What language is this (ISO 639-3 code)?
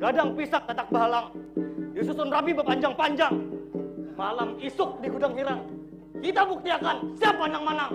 bjn